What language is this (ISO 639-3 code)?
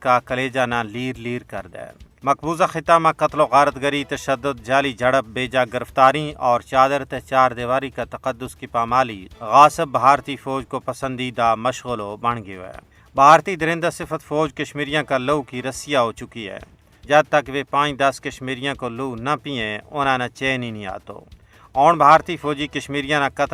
gju